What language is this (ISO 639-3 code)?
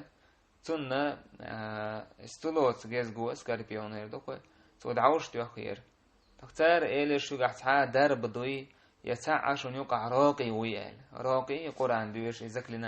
che